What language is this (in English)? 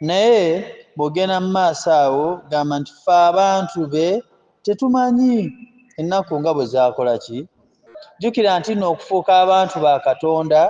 Ganda